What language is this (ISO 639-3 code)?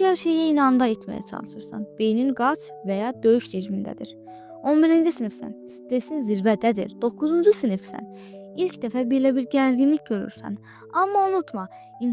aze